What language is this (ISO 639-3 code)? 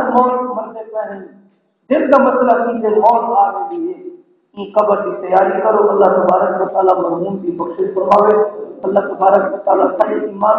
skr